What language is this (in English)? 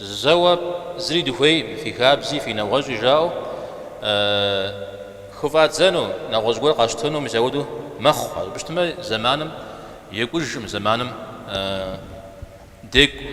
Kabardian